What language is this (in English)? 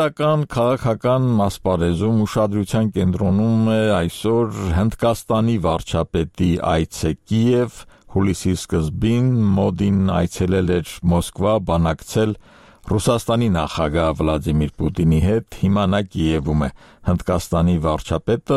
Armenian